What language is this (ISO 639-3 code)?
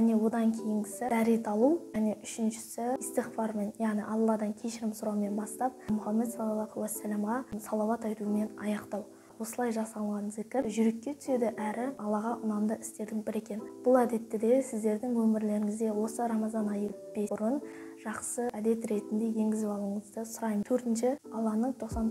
kaz